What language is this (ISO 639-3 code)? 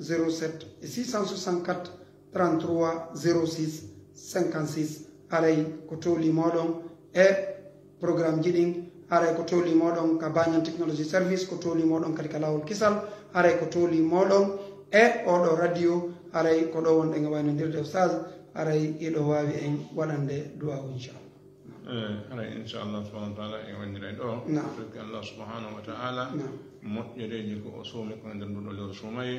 ful